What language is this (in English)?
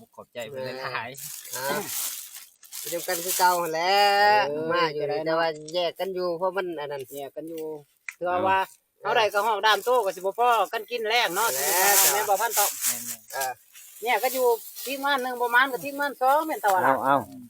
Lao